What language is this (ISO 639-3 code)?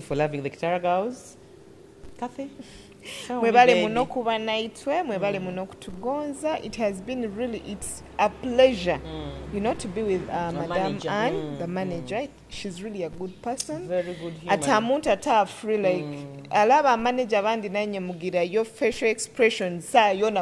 nyo